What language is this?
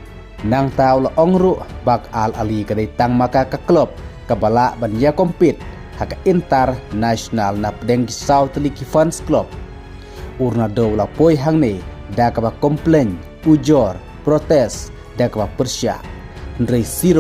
Khasi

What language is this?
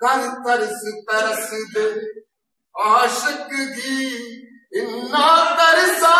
Dogri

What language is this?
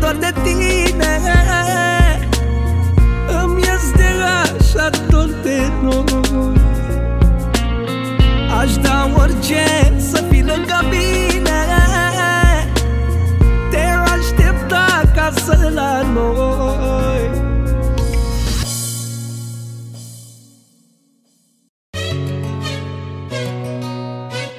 Romanian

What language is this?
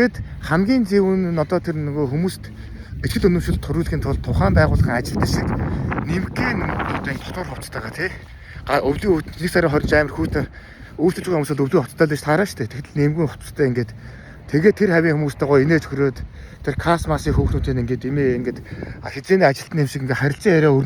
Mongolian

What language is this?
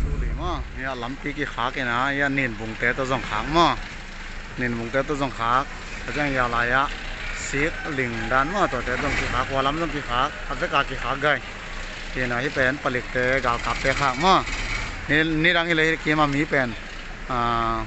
Paite Chin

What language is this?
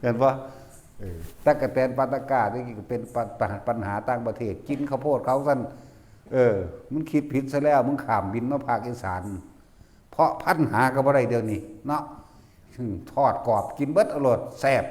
Northeastern Thai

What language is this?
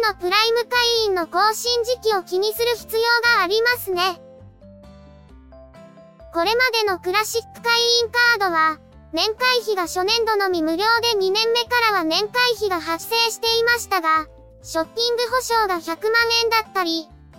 Japanese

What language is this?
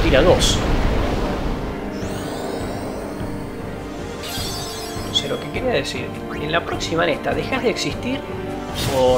Spanish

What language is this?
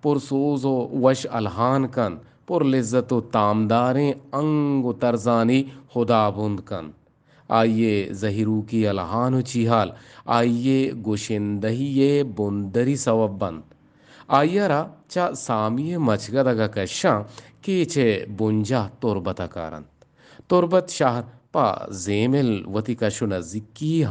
Eastern Balochi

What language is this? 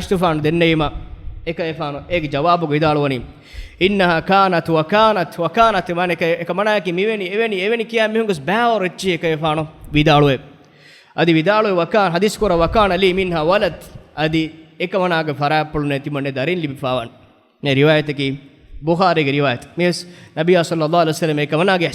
Divehi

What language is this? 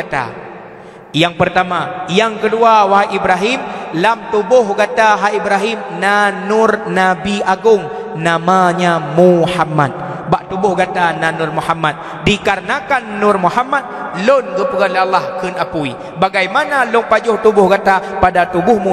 Achinese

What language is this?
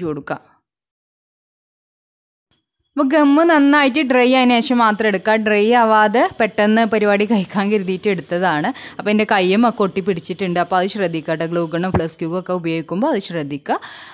Malayalam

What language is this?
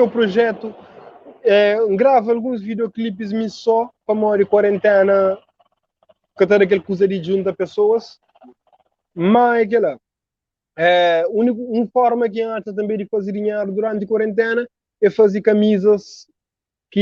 Kabuverdianu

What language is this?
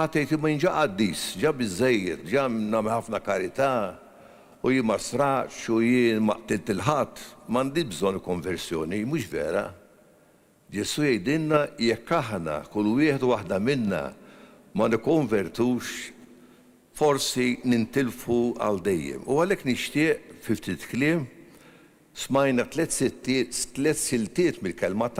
Maltese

